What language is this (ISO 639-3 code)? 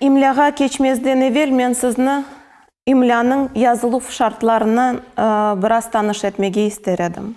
crh